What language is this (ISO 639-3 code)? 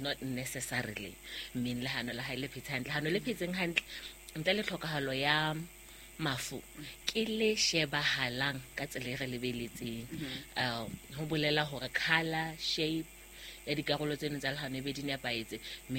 sot